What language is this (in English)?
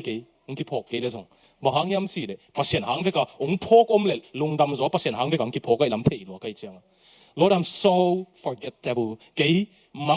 Tedim Chin